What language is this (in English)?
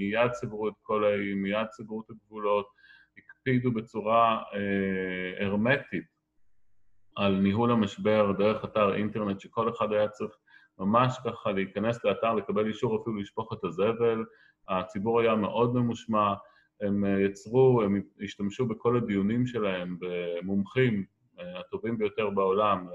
Hebrew